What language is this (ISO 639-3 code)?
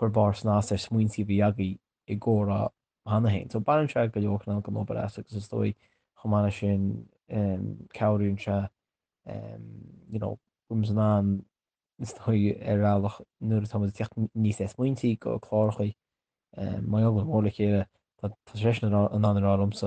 gle